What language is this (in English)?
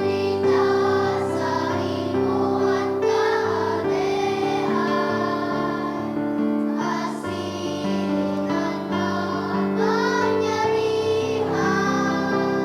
Bikol